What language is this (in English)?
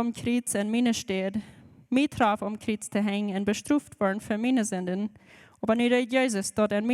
Plautdietsch